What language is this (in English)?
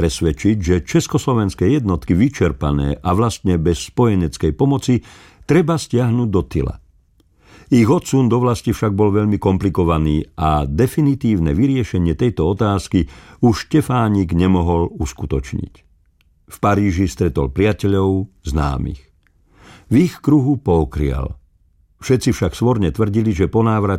Slovak